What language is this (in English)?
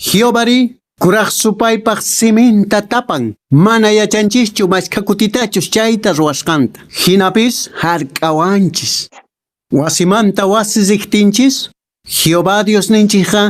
Quechua